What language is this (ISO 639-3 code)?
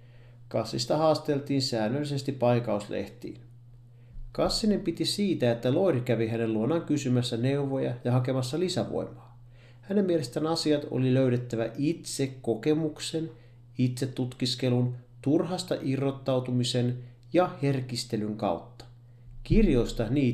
fin